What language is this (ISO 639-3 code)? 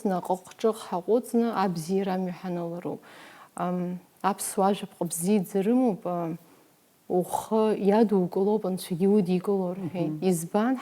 abk